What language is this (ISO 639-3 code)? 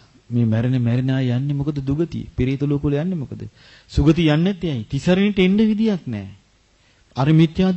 sin